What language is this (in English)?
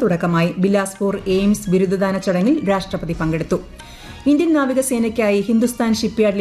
Malayalam